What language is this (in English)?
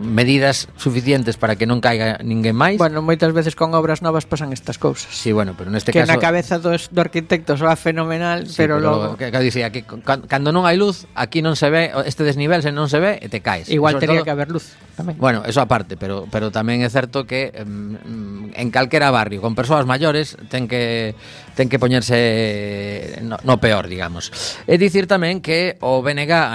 Galician